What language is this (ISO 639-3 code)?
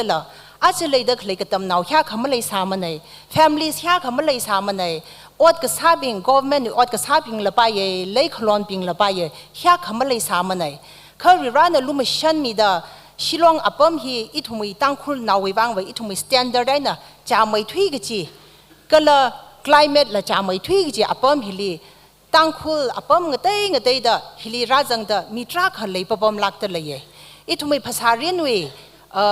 nmf